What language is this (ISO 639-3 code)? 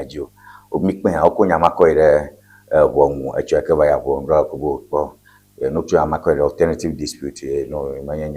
ewe